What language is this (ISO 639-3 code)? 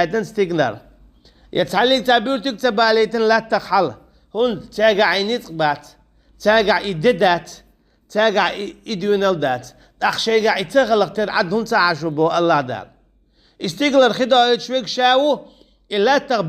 che